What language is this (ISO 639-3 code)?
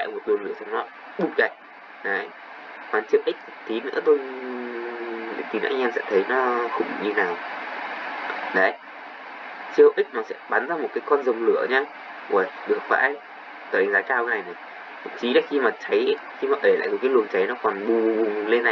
vie